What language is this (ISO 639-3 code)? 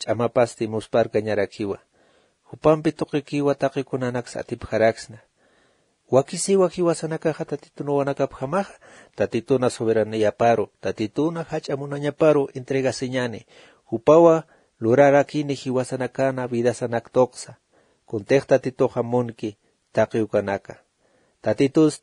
aym